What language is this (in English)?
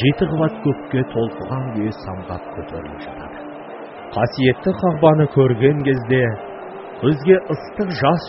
Kazakh